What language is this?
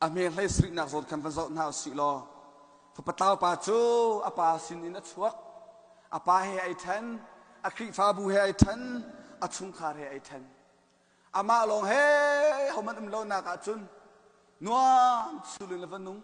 Hakha Chin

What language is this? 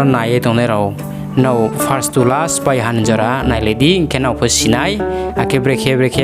Riang (India)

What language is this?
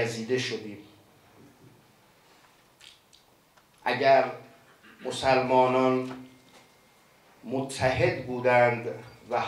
Persian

